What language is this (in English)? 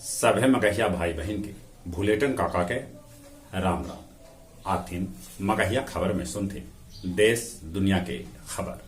Magahi